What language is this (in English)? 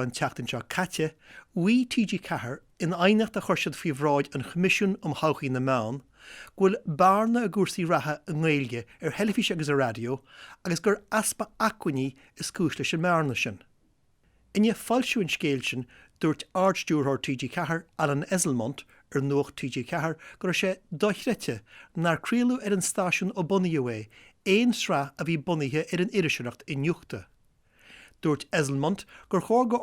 Irish